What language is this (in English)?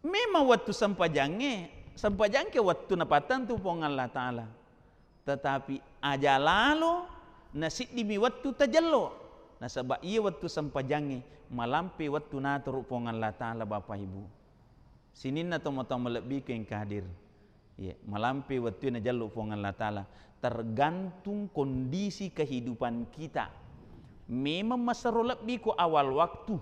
Buginese